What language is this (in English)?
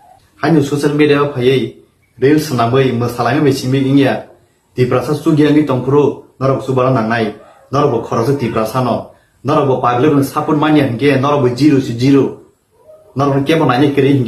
Kok Borok